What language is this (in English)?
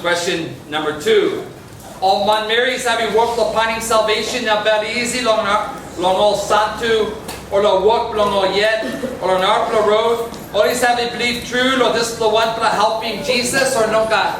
Tok Pisin